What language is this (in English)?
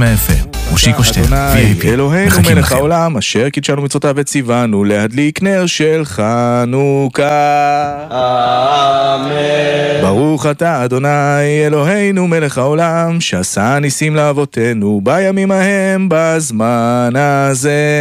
Hebrew